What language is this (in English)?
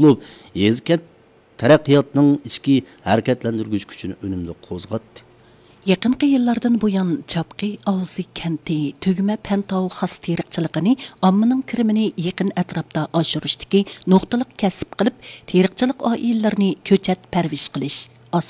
Uyghur